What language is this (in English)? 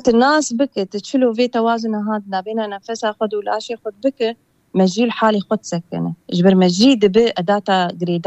Kurdish